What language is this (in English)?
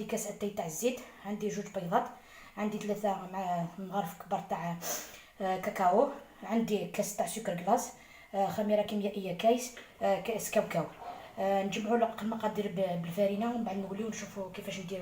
Algerian Arabic